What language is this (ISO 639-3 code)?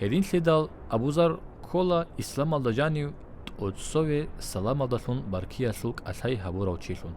ava